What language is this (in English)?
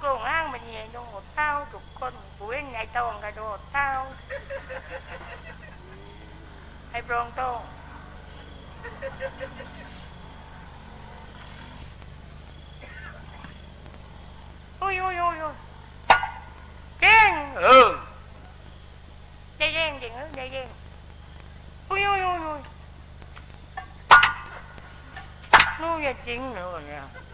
Thai